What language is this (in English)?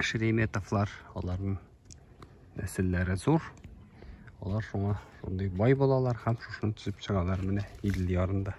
Tatar